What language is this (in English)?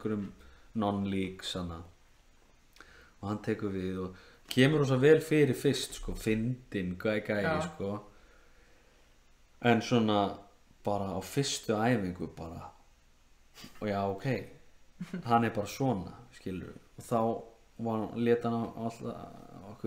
Icelandic